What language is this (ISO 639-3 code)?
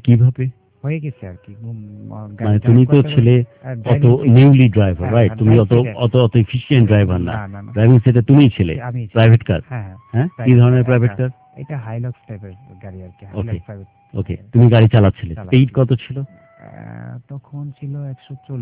ben